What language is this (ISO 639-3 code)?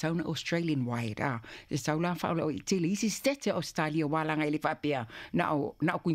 smo